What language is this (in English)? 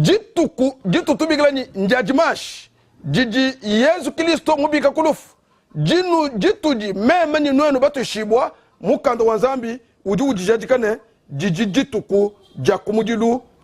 Luba-Lulua